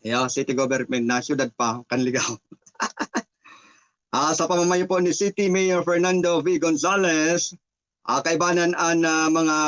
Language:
Bikol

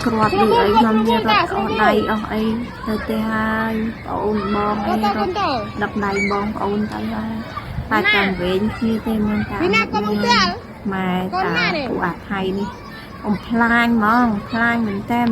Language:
Khmer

